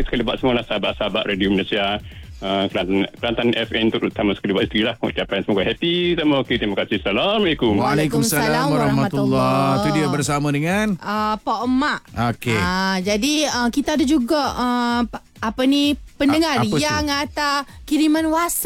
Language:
Malay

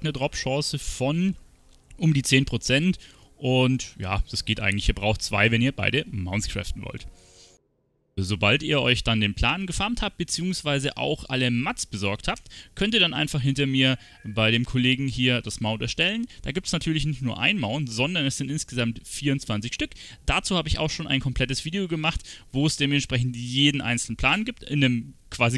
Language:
German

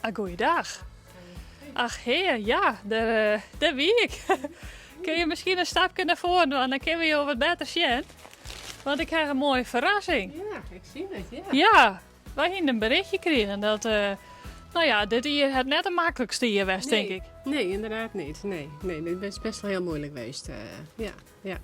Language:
Western Frisian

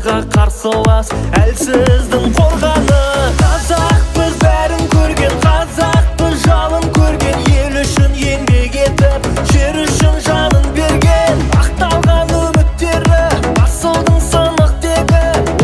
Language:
Kazakh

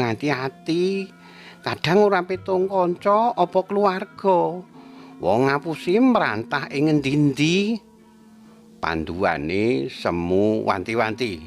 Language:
Javanese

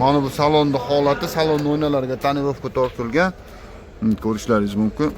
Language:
Uzbek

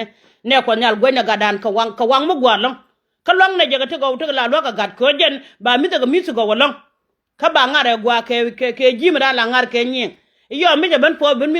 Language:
Nuer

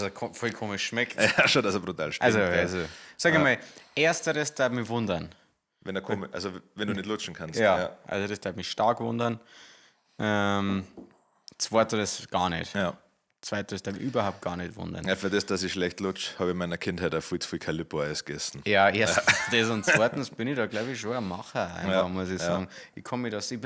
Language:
Bavarian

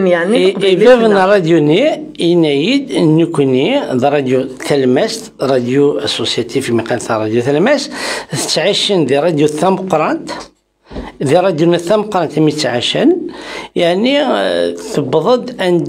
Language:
Kabyle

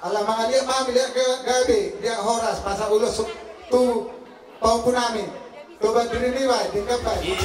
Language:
Batak Toba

